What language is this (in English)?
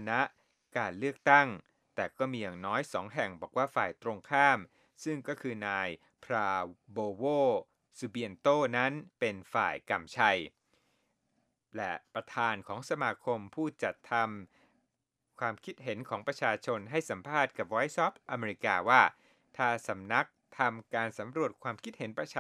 Thai